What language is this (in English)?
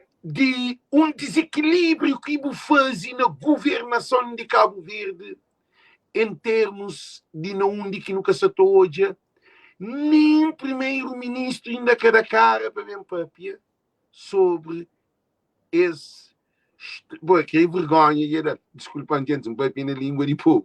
Kabuverdianu